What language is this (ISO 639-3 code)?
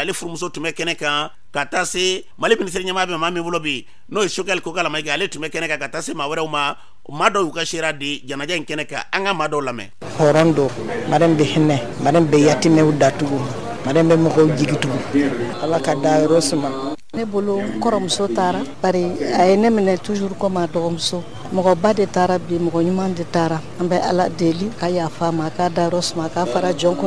bam